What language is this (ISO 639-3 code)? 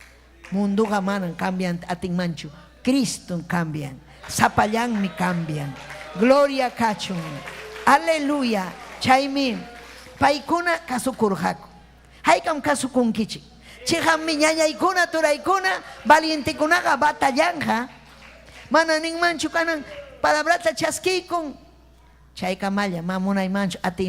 quy